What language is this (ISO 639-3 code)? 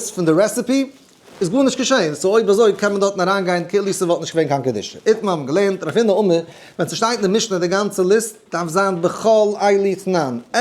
yid